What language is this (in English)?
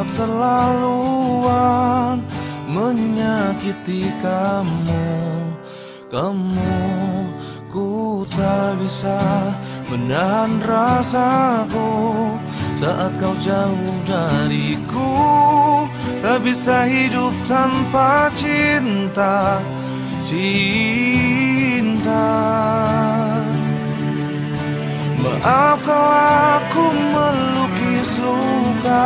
Indonesian